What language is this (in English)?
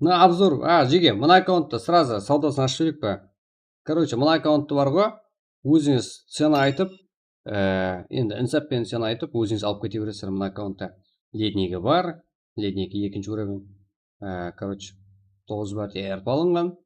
Kara-Kalpak